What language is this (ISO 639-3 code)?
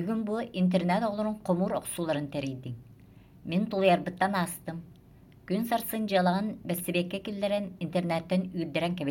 sah